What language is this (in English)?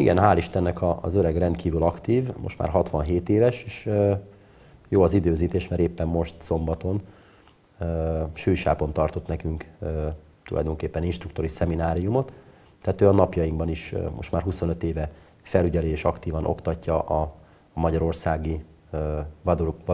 Hungarian